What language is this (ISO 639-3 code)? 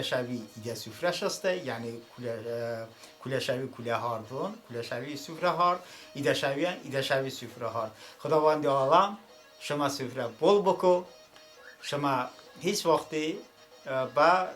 tly